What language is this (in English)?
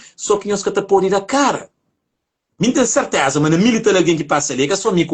Kabuverdianu